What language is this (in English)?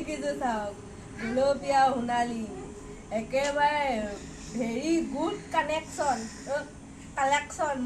Assamese